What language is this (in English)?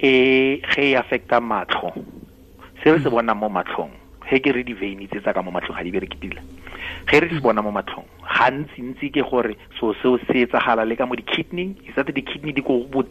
Tswana